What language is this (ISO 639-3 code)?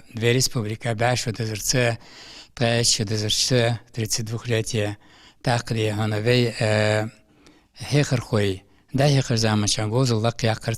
inh